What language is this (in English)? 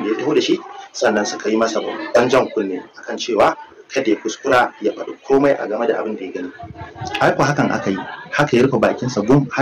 Hausa